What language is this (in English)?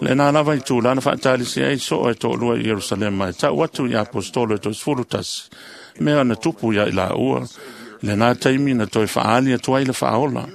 Samoan